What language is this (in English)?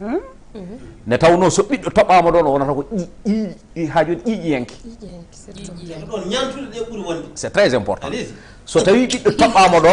Fula